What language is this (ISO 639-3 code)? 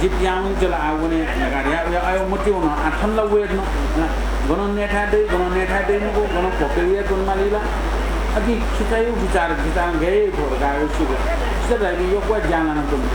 new